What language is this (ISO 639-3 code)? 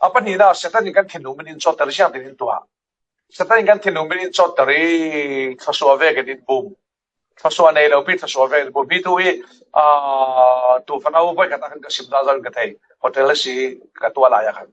cfm